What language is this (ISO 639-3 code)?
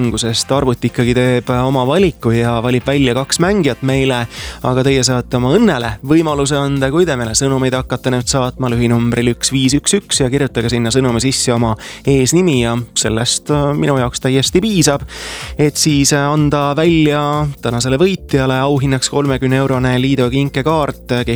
est